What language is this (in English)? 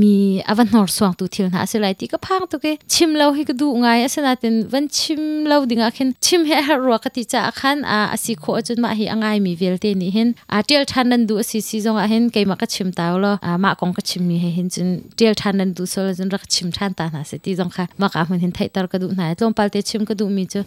Hakha Chin